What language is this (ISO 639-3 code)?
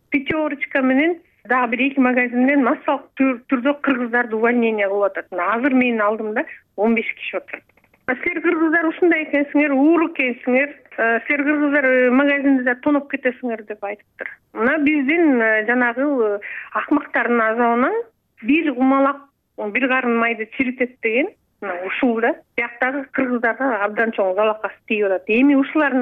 kir